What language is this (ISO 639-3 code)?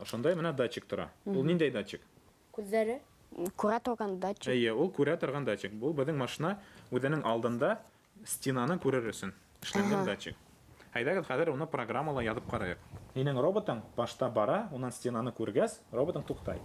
bak